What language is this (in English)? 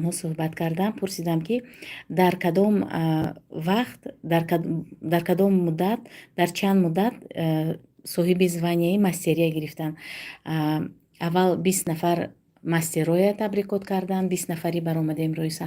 Tajik